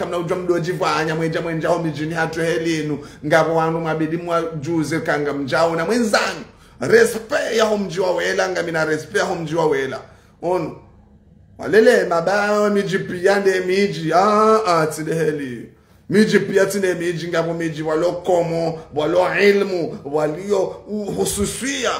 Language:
Ngazidja Comorian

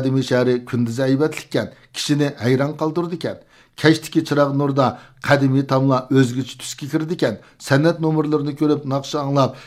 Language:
Uyghur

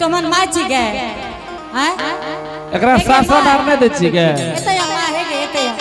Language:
Angika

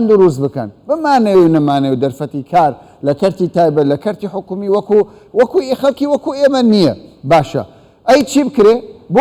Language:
Central Kurdish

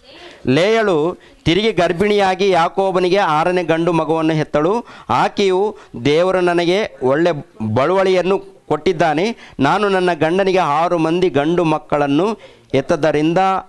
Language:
Kannada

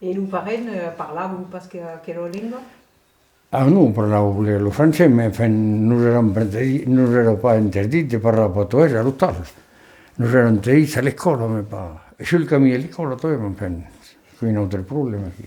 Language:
Occitan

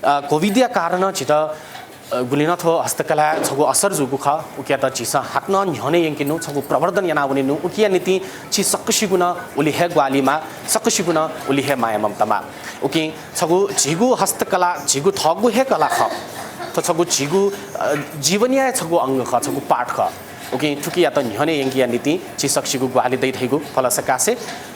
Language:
Newari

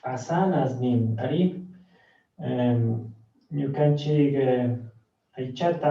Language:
Chimborazo Highland Quichua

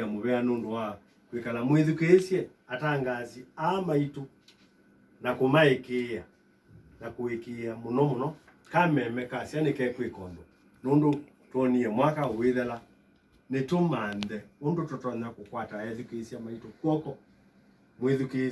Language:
Kamba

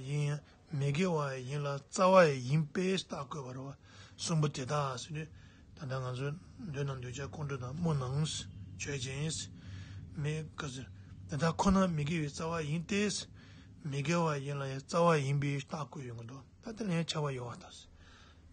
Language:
Tibetan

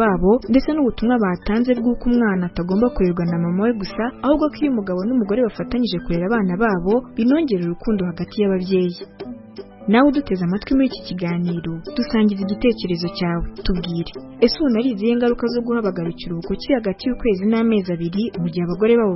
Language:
Kinyarwanda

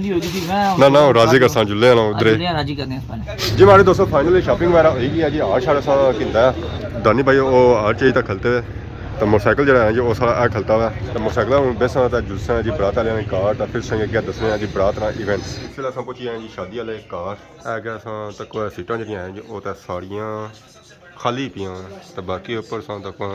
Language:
Pahari-Potwari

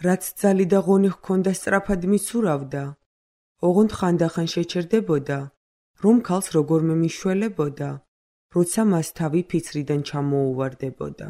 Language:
Georgian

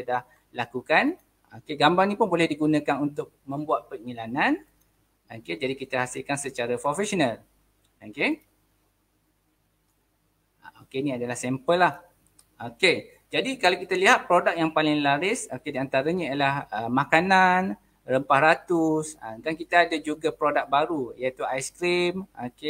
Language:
Malay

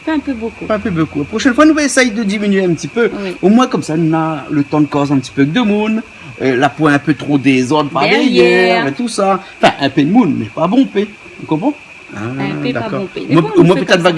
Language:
Réunion Creole French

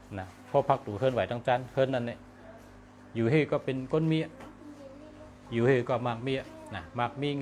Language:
Shan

